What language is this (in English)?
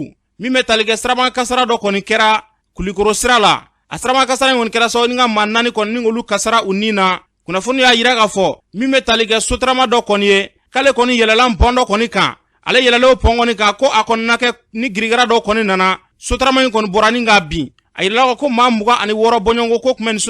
Bambara